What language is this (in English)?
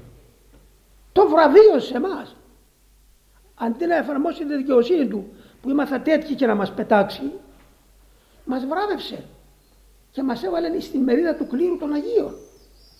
Greek